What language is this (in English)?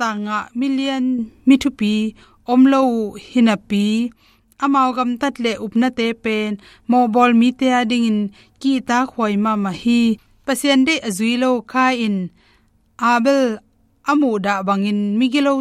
Tedim Chin